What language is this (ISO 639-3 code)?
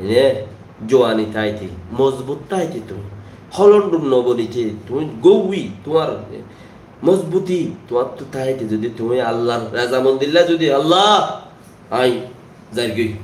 rhg